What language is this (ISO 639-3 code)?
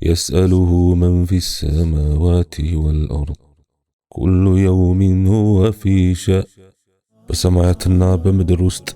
amh